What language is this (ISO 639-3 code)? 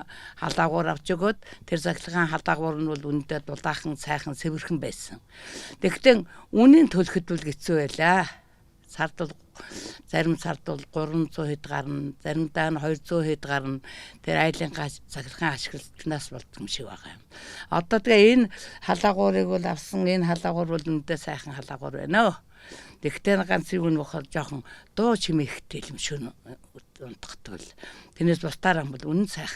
mon